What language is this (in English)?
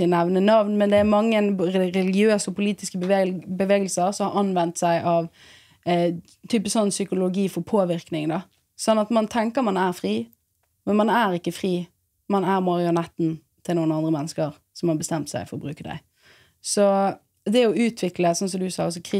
Norwegian